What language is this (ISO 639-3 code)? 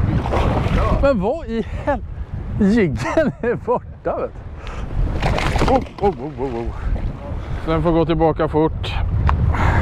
swe